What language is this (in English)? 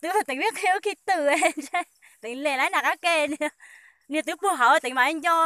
Hmong